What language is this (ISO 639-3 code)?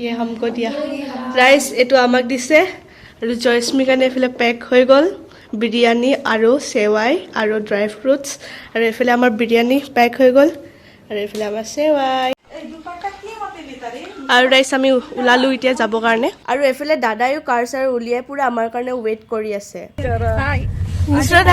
asm